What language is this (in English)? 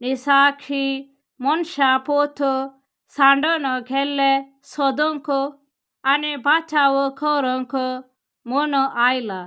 Konkani